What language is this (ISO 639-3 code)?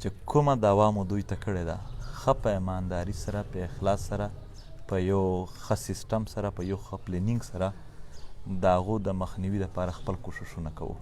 pus